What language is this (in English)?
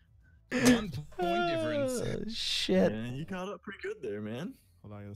English